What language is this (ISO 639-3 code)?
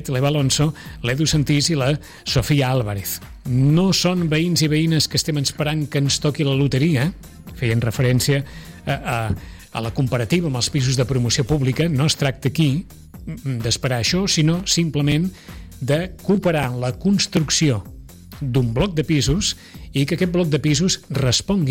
cat